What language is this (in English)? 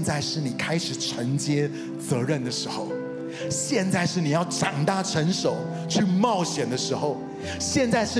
Chinese